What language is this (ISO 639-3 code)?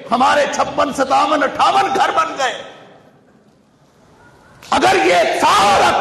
urd